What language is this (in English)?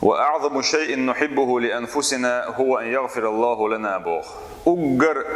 Chechen